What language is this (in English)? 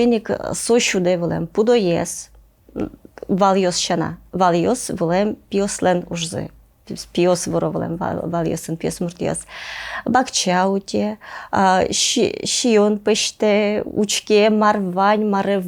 Udmurt